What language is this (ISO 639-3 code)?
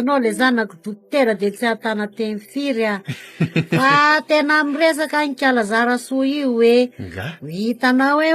mlg